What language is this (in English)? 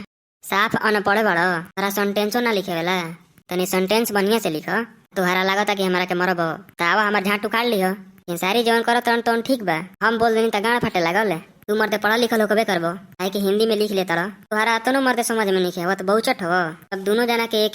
Bhojpuri